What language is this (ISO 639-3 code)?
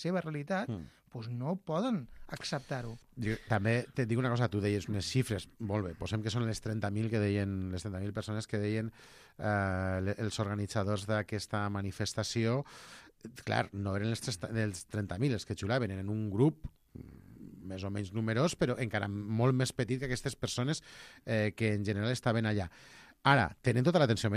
cat